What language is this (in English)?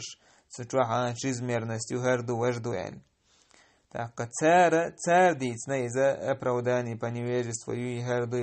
Chechen